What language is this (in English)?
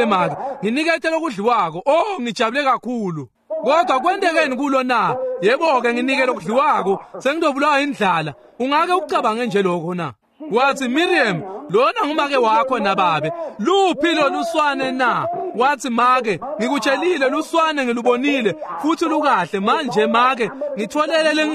Swati